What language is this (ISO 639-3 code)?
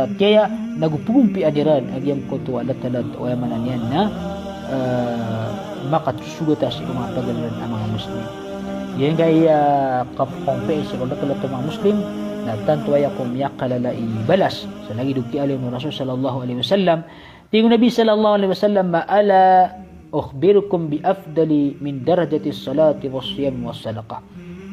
mrw